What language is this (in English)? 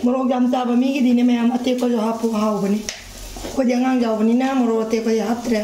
Manipuri